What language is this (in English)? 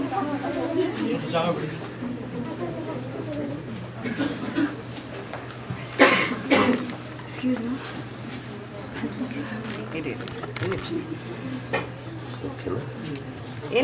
Kannada